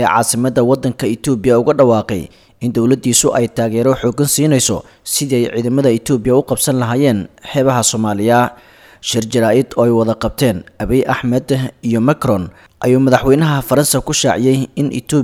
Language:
Somali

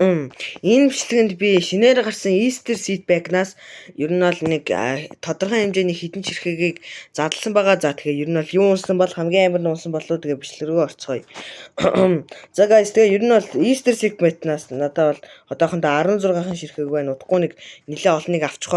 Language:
Mongolian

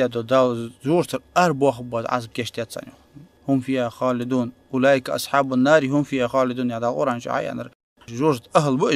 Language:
Ingush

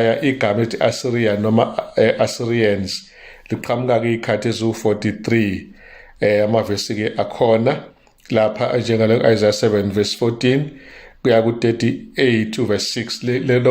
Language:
Zulu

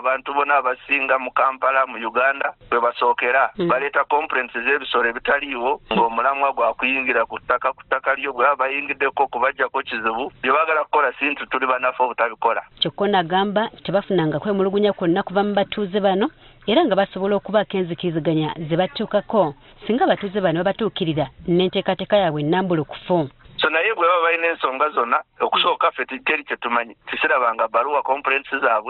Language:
Ganda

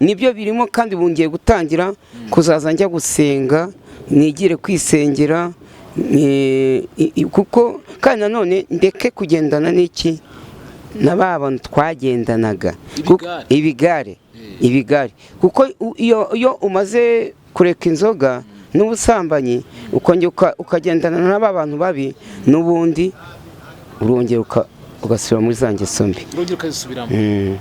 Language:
Kinyarwanda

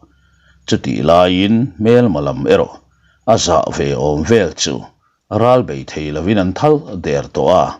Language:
Mizo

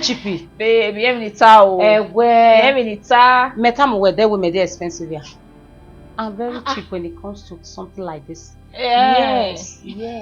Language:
Bini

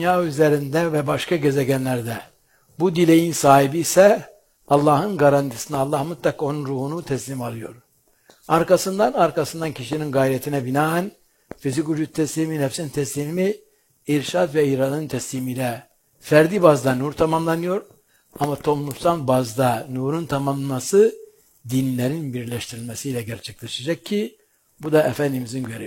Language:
Turkish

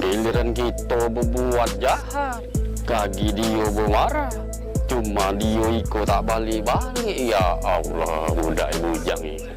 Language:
Musi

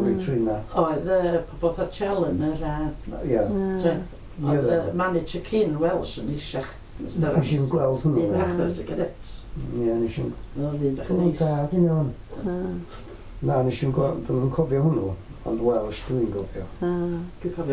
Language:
Welsh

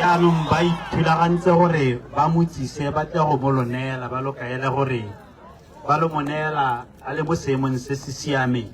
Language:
Tswana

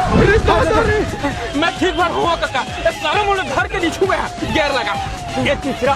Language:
Chhattisgarhi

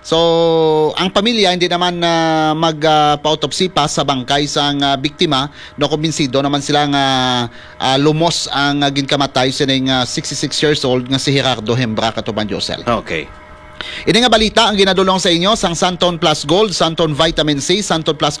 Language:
Hiligaynon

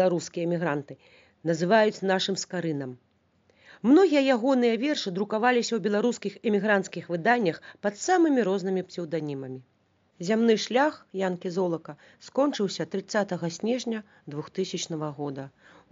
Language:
Belarusian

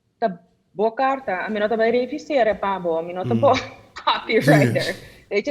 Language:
Papiamento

